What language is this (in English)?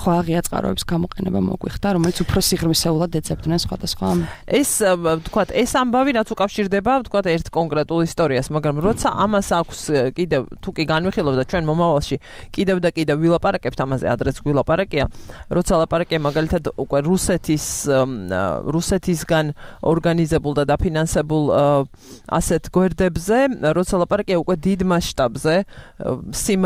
Georgian